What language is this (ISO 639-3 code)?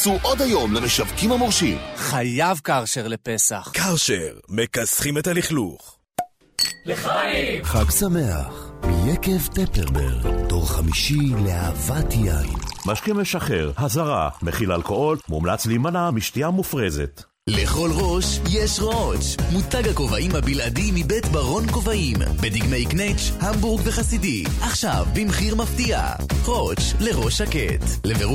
heb